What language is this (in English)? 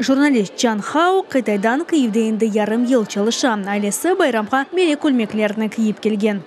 Crimean Tatar